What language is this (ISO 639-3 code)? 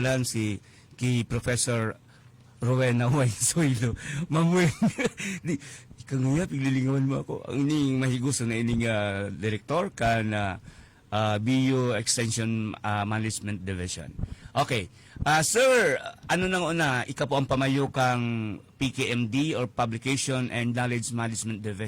bik